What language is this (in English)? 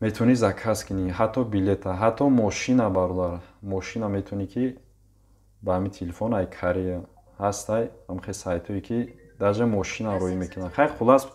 Tajik